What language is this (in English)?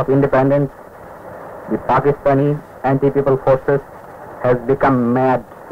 Bangla